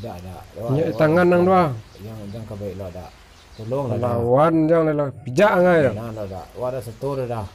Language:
Minangkabau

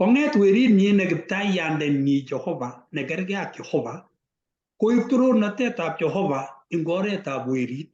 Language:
Kalenjin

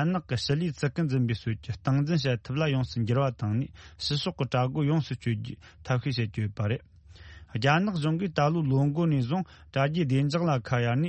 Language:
Tibetan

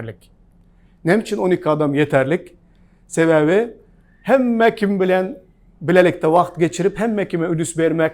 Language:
Turkmen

